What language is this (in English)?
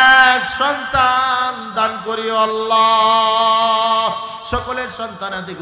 Bangla